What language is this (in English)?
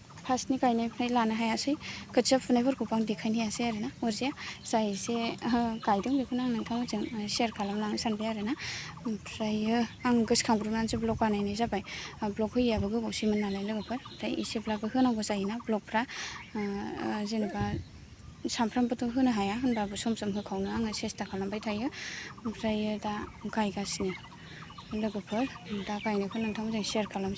Bodo